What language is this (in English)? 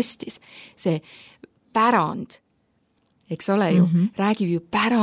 Estonian